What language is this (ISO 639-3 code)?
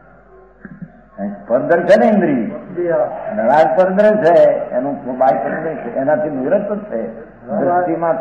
guj